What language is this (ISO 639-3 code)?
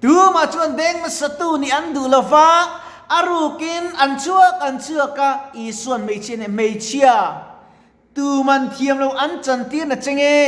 lus